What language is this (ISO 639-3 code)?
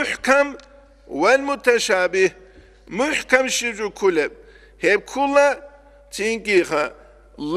ava